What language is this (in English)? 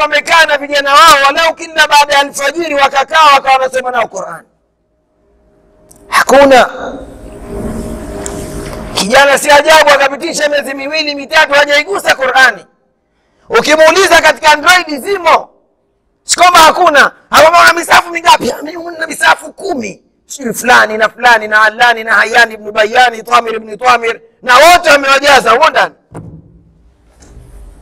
Swahili